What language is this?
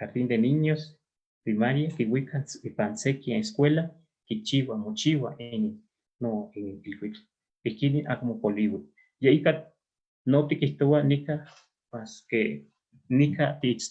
Eastern Huasteca Nahuatl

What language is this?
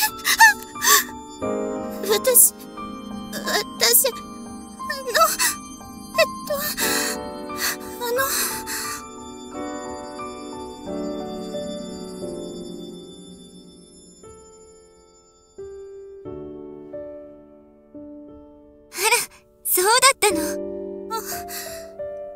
Japanese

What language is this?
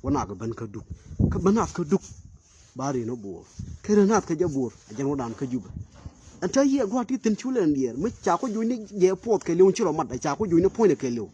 Nuer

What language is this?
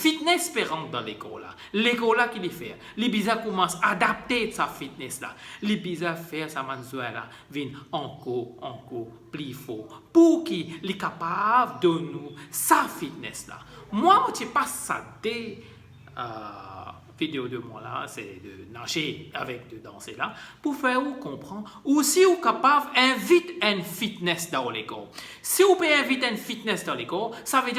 Morisyen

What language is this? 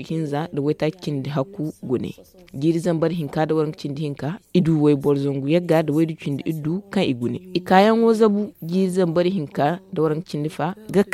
Zarma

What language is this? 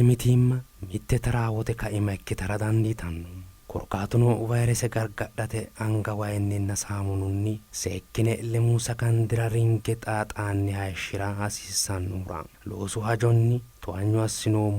Sidamo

